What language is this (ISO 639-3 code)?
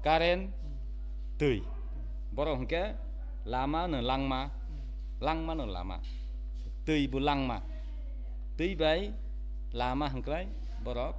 trp